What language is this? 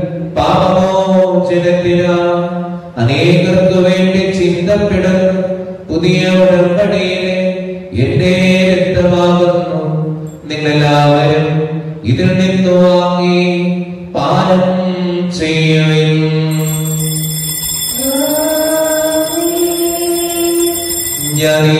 Malayalam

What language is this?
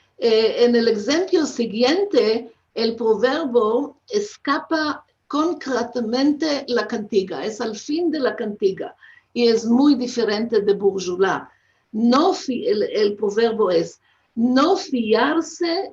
Ladino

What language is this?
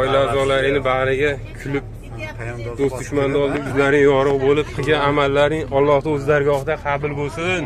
Uzbek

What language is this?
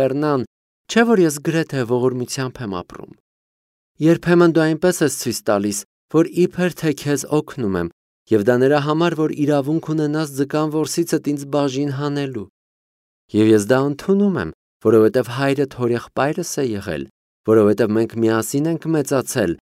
Armenian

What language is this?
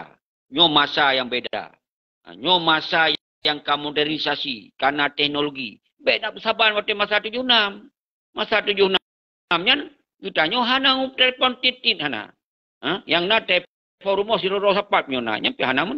Achinese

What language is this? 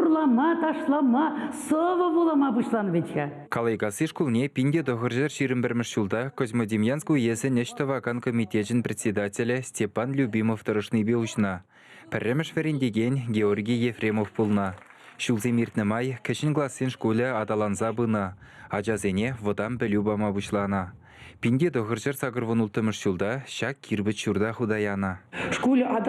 Chuvash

